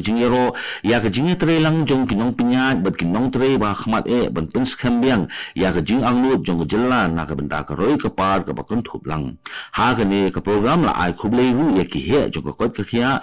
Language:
Khasi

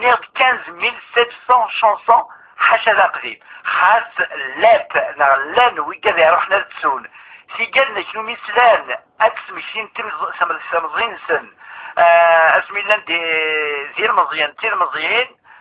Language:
Kabyle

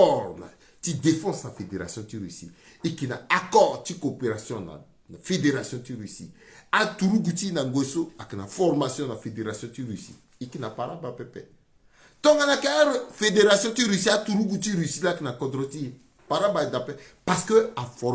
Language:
Sango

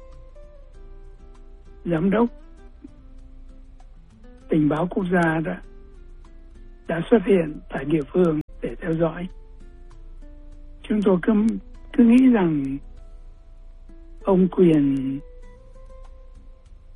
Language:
Vietnamese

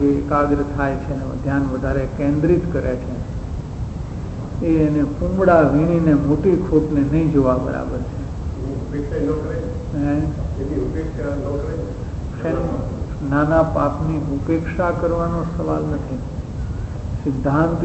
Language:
Gujarati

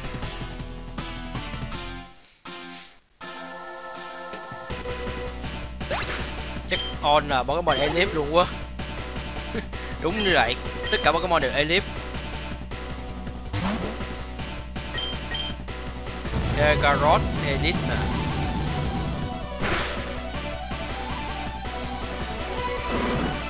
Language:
Vietnamese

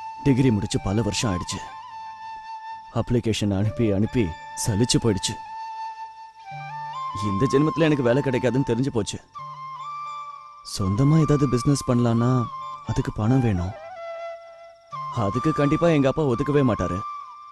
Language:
Tamil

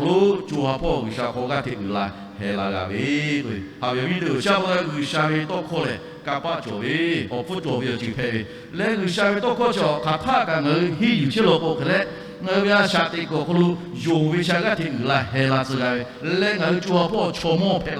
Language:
Lahu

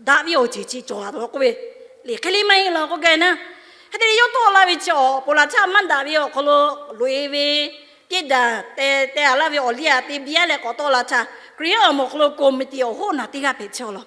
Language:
Lahu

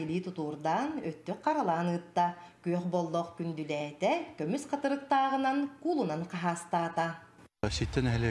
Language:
Yakut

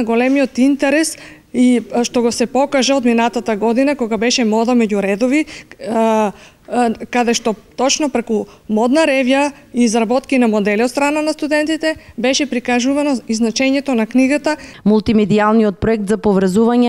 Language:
Macedonian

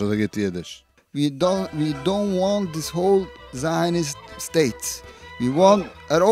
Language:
Yiddish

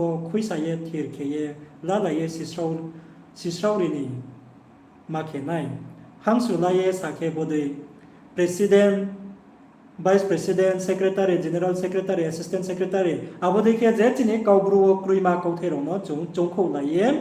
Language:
Riang (India)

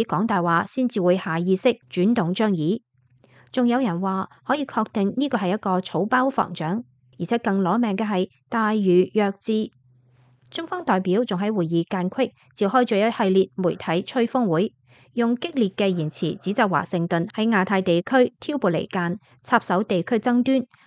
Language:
Cantonese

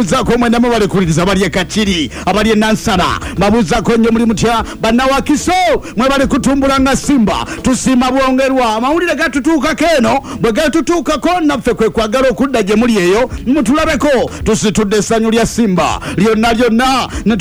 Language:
Ganda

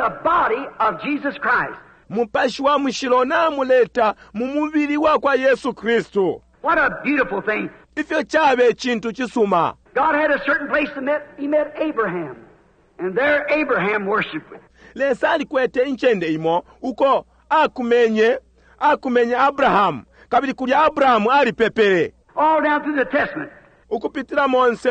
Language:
Bemba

